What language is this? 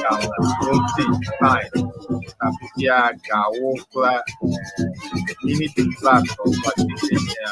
Ewe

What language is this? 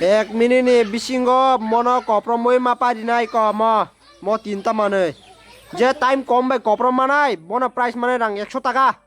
Kok Borok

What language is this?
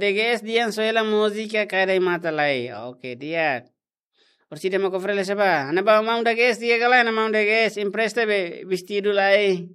Tetum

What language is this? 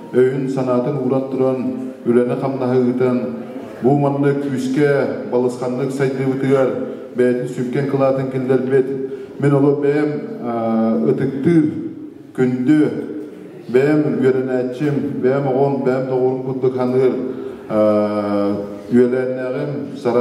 Yakut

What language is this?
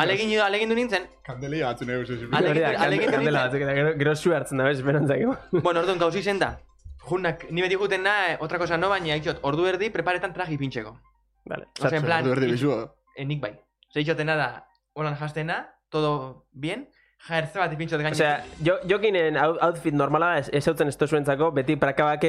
Basque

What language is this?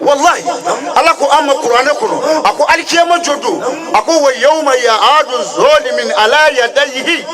Bambara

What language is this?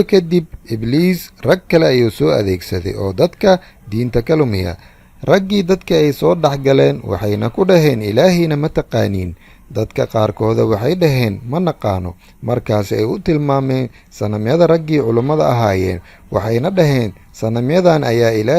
Somali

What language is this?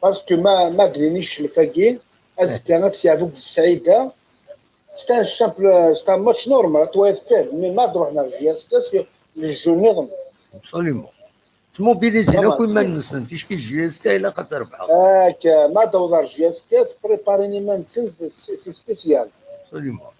Kabyle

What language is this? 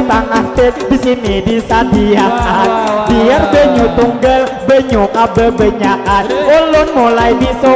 Banjar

